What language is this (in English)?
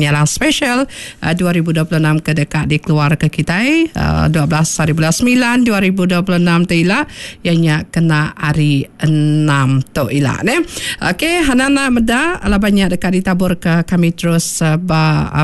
Iban